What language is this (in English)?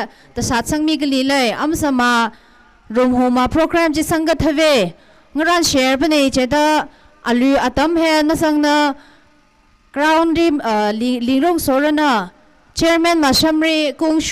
Tangkhul Naga (India)